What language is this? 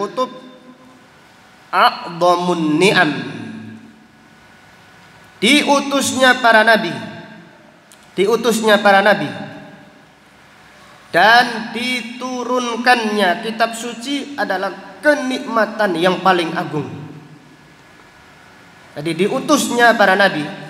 Indonesian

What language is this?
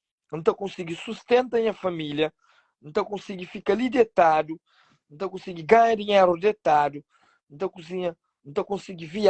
Kabuverdianu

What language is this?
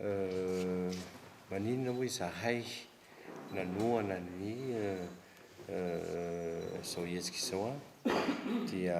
Malagasy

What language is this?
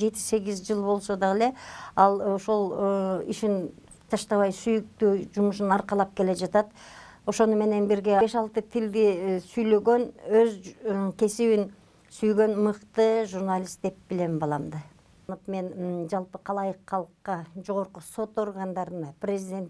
Kyrgyz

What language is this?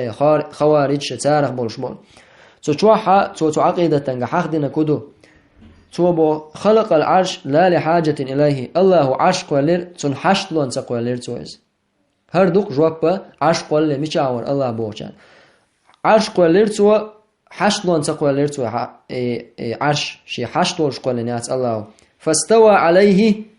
Chechen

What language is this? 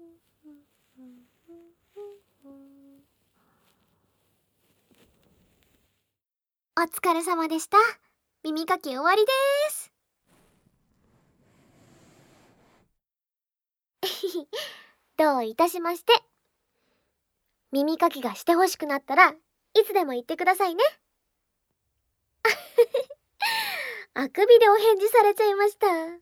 Japanese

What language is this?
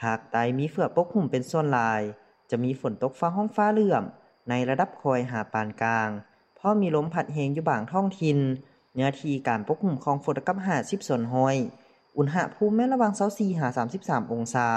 Lao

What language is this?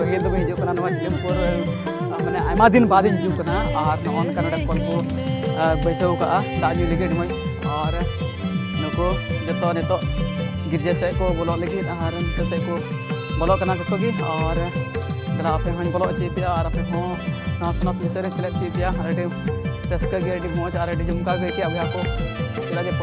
Santali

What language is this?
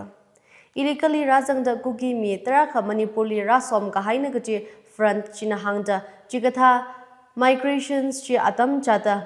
Tangkhul Naga (India)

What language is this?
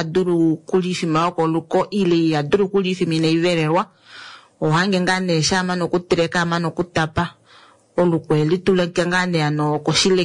Kuanyama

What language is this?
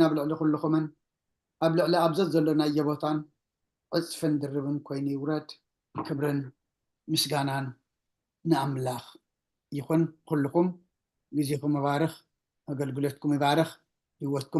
Tigrinya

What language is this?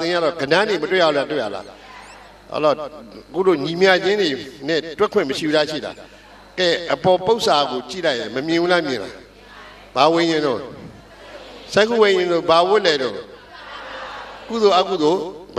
Burmese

